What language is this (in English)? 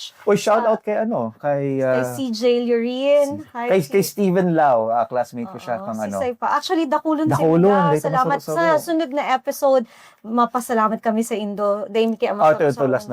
Bikol